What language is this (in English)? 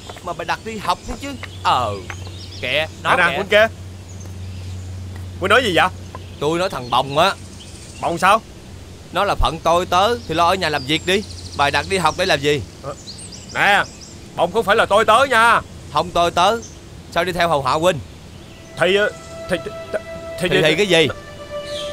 Vietnamese